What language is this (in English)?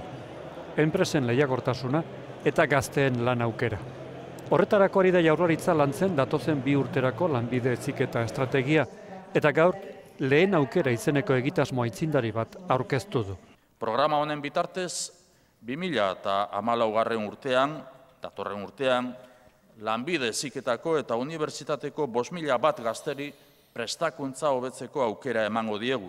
Basque